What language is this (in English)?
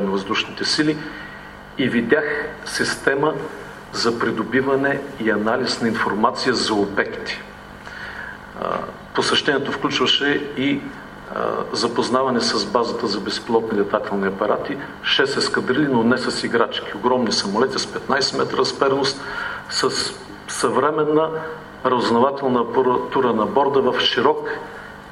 Bulgarian